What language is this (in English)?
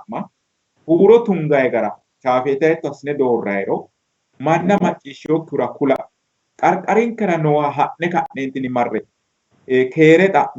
Sidamo